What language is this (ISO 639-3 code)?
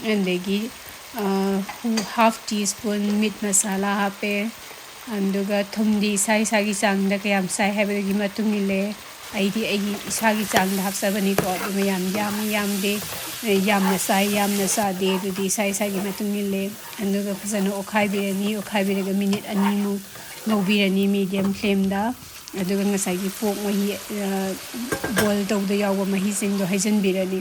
mni